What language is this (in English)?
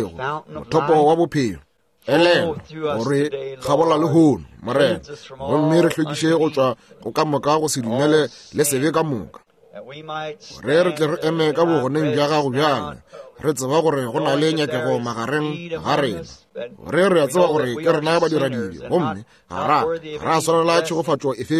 Northern Sotho